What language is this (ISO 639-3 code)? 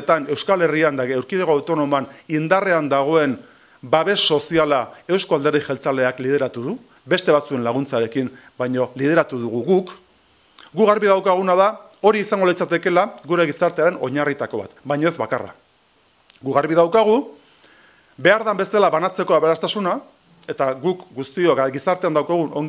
eus